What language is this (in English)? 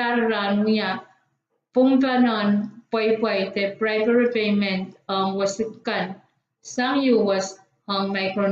Pohnpeian